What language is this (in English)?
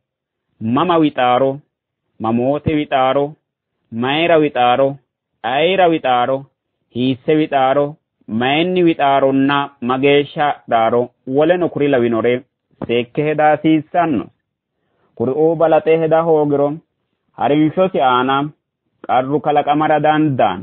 Sidamo